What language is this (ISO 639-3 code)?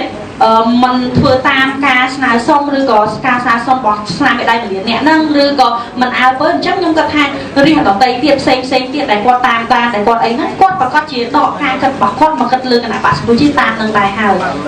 khm